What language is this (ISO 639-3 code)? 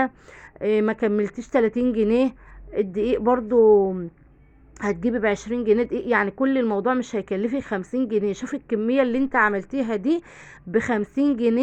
arz